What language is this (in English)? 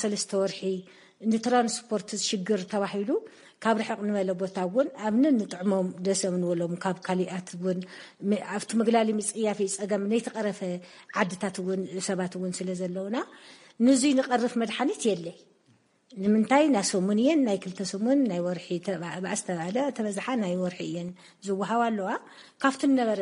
Tigrinya